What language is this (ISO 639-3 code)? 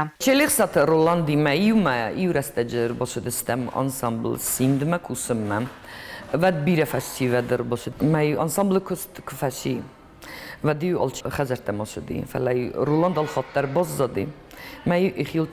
oss